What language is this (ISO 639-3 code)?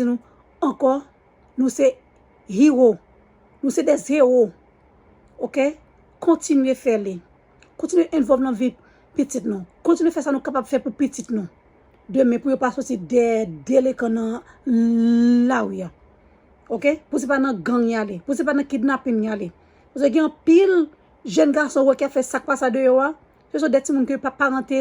hat